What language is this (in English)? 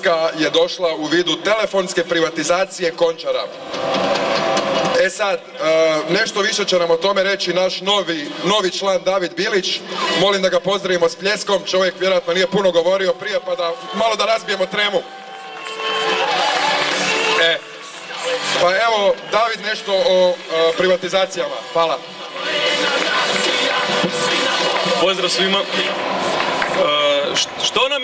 Croatian